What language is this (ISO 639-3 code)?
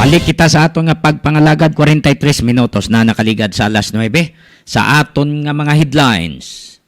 hil